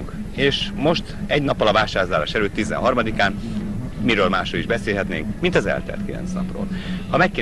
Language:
Hungarian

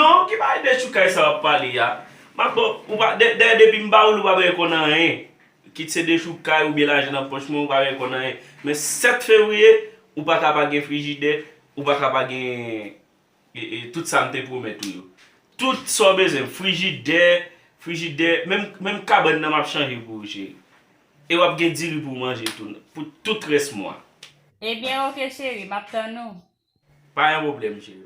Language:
Haitian Creole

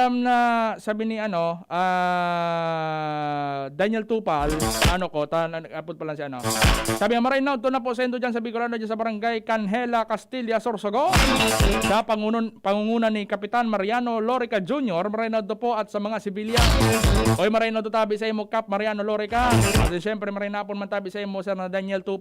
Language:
Bikol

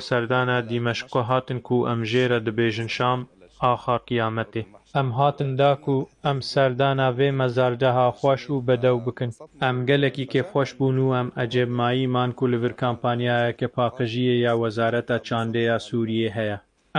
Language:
Kurdish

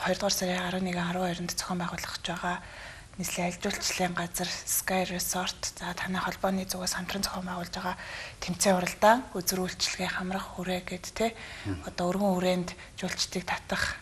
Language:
Mongolian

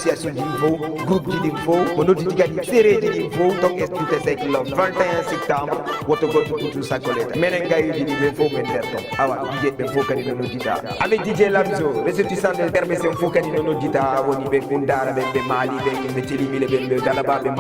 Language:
Fula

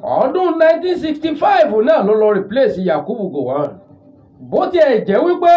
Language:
Yoruba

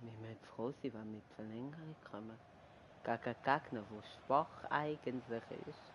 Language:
Swiss German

